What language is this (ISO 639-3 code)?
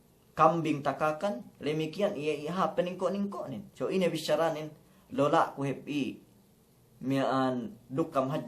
yka